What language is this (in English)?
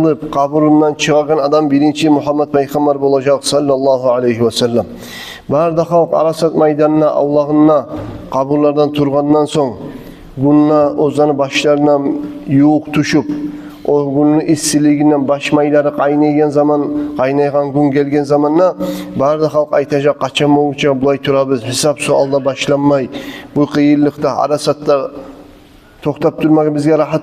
Kumyk